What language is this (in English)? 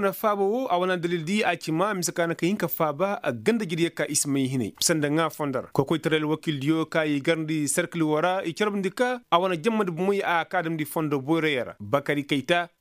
Koyraboro Senni